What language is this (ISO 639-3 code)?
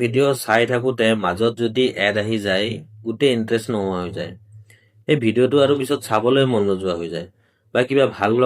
asm